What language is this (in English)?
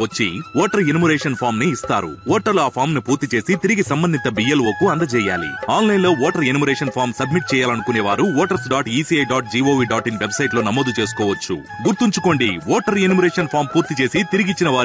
Telugu